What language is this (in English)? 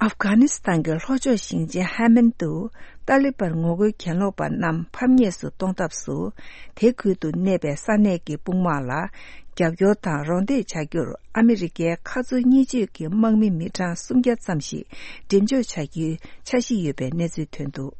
Tibetan